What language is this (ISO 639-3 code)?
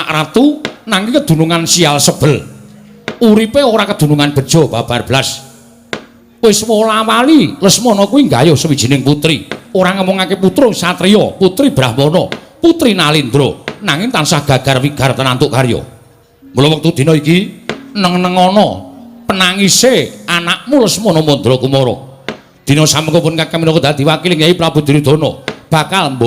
jav